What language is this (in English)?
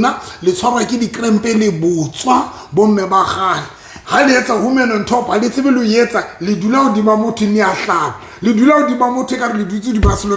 Southern Sotho